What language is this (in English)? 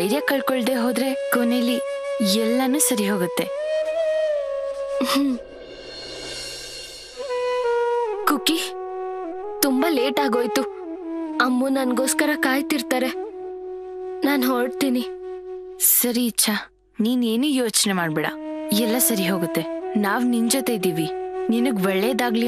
Kannada